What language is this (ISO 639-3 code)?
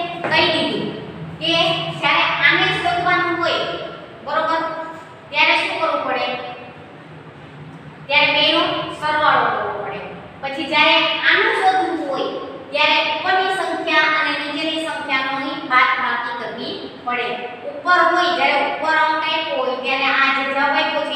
guj